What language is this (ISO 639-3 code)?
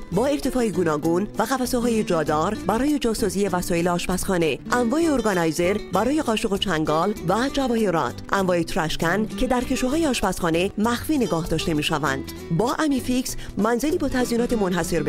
fas